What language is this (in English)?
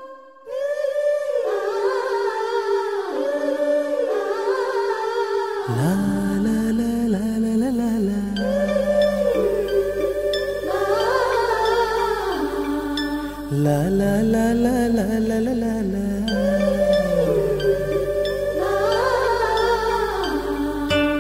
Tamil